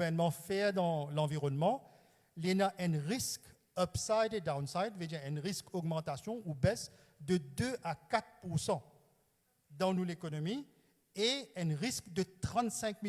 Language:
Morisyen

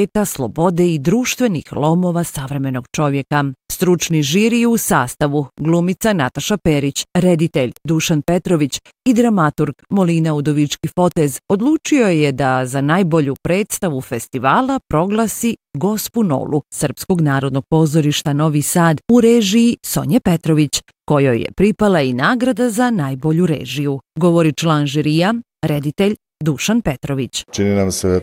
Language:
Bosnian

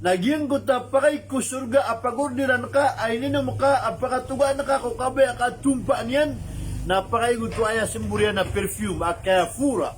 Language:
Maranao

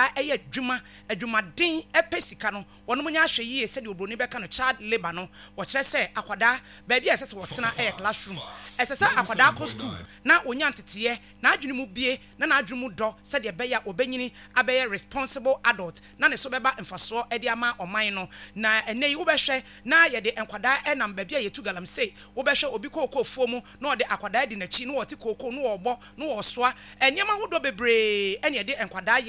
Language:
Akan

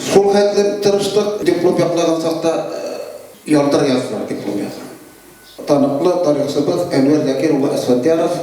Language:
Bashkir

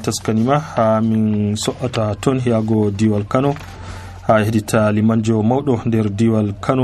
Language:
Nigerian Fulfulde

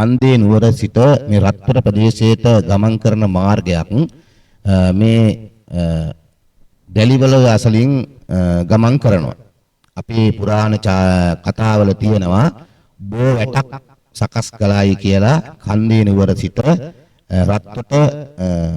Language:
Sinhala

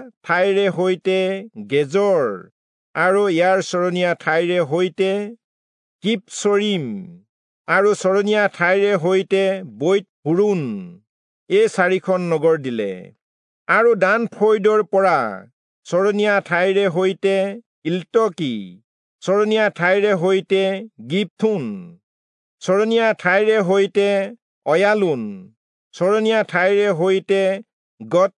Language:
Assamese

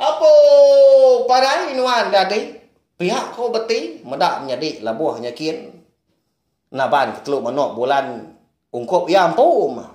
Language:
Iban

